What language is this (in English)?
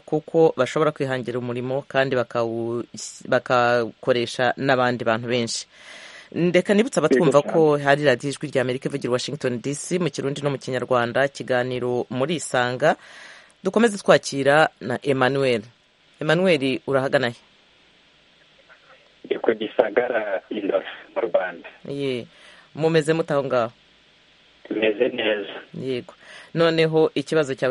Kinyarwanda